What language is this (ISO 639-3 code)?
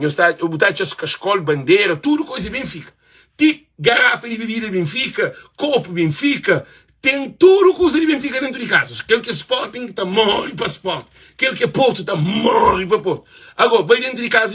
kea